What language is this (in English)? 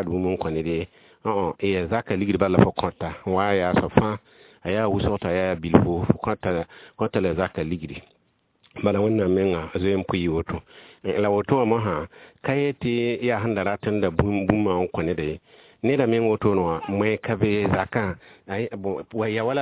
Mossi